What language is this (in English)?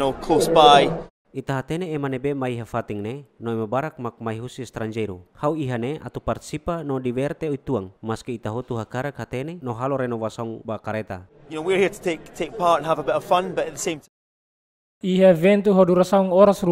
Tetum